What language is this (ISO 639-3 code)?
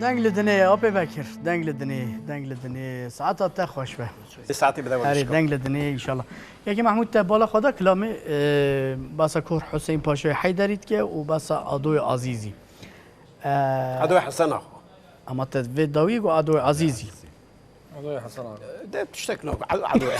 kur